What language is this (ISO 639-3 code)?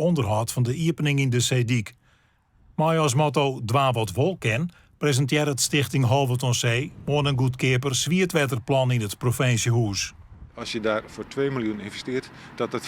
fry